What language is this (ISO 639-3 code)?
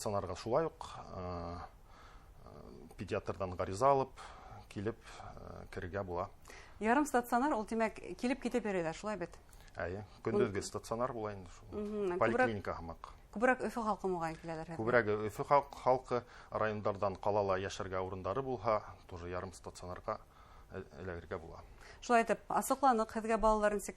bak